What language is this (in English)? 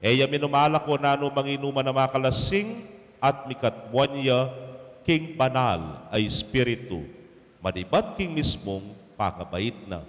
Pampanga